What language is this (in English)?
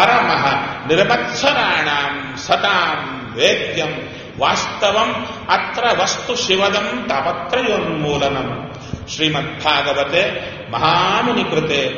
Kannada